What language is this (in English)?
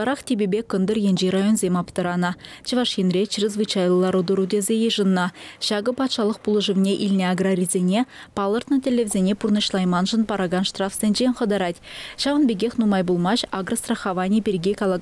Chuvash